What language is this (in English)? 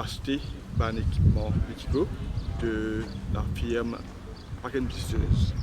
Morisyen